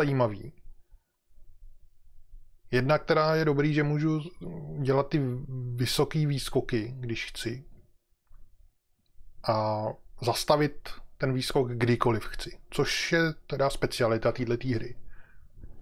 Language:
Czech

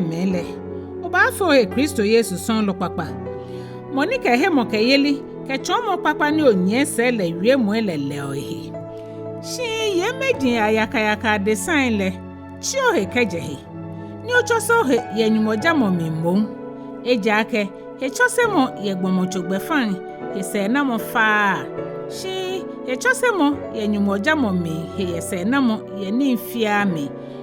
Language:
Ga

